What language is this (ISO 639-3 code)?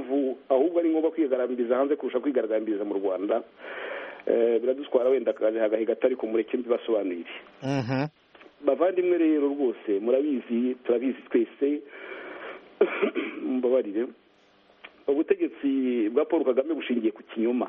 kin